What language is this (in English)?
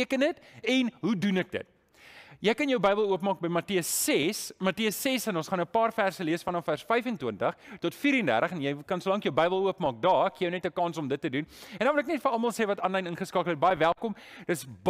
Afrikaans